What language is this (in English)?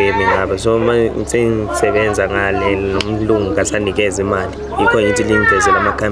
Zulu